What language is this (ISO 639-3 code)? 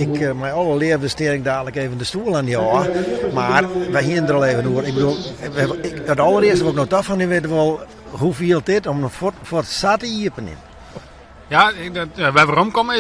fry